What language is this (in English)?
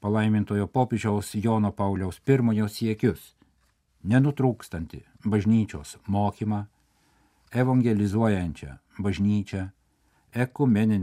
Lithuanian